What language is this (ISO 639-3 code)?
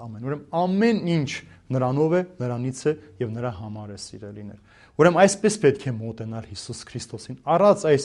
hye